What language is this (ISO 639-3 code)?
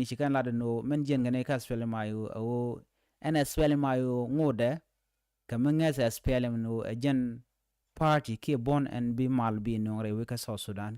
nus